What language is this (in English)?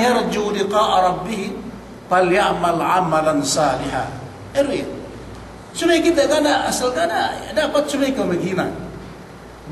Yakan